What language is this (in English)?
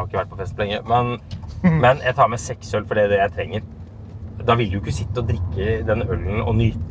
Norwegian